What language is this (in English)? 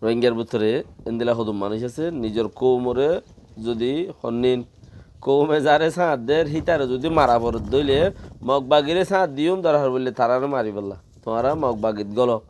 Rohingya